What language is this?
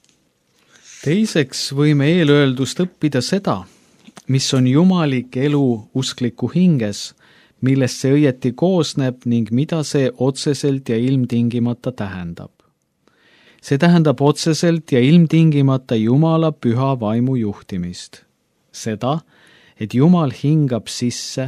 Estonian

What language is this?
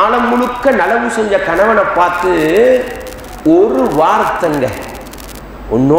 Tamil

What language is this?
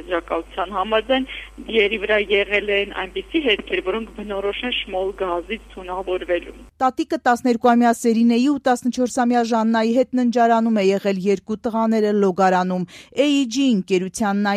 Armenian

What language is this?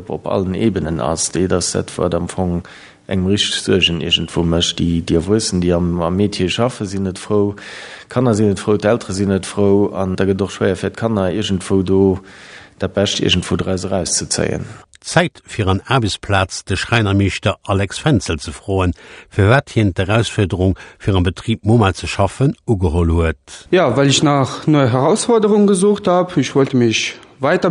Luxembourgish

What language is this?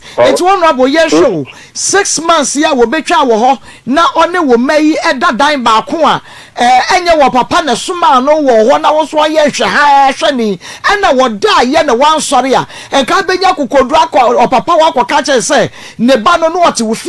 Akan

